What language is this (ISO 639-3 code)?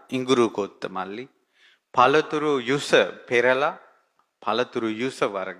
sin